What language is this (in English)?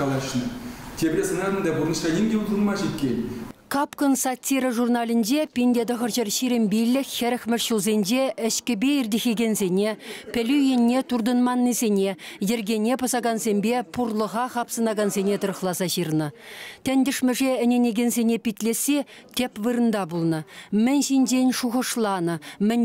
Chuvash